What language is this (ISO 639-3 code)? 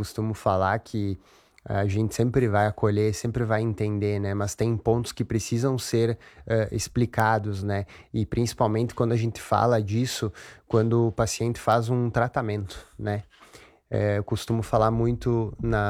por